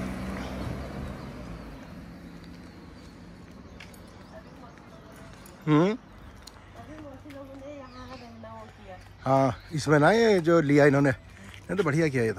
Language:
Hindi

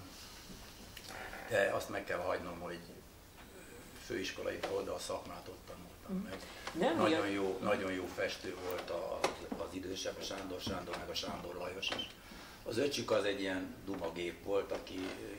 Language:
Hungarian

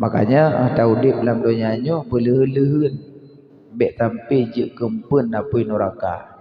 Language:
Achinese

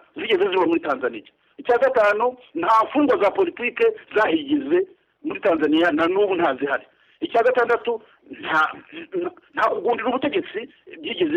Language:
Kinyarwanda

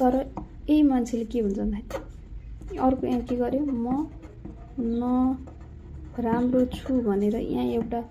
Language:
Nepali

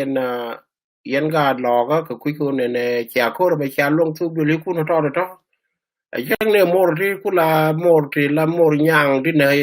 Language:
Nuer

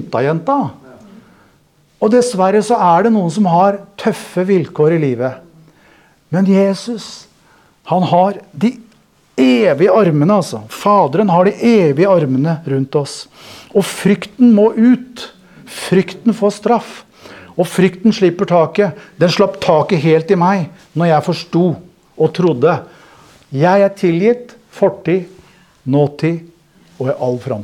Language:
Norwegian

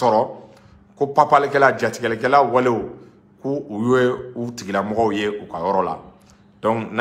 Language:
Bambara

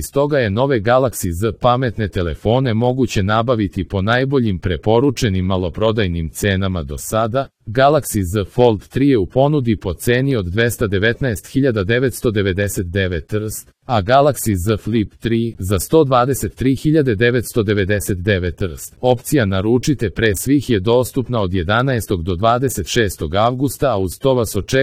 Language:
Serbian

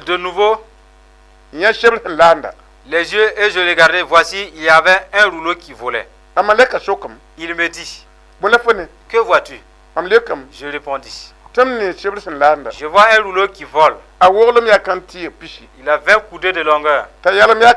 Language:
Mossi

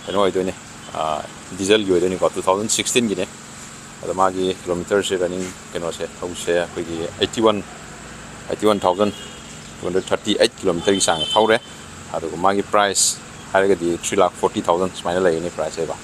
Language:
Manipuri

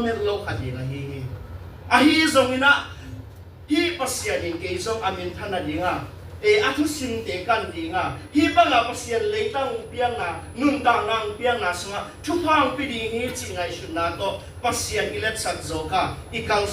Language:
Tedim Chin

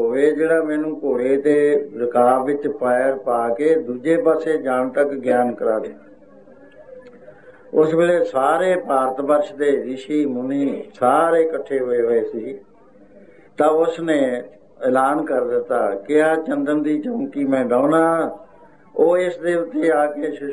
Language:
Punjabi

